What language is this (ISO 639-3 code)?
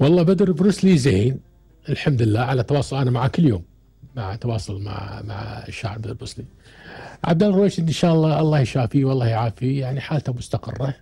afb